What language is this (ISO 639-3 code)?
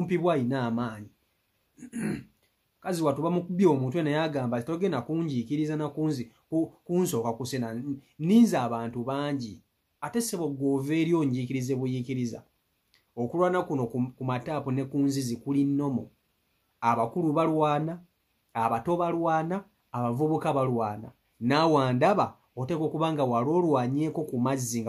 lug